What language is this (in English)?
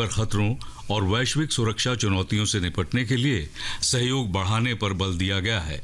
Hindi